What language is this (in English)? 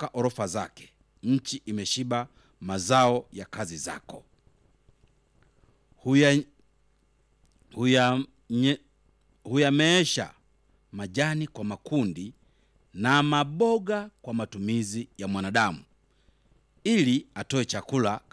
Swahili